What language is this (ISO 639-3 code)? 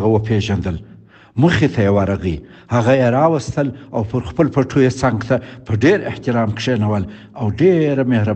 pus